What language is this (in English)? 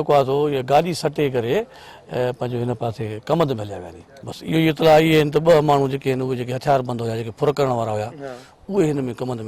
Sindhi